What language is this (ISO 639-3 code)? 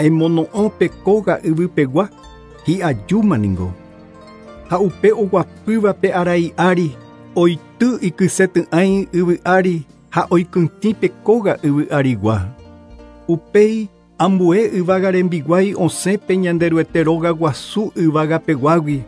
grn